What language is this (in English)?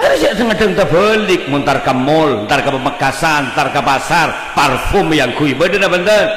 Madurese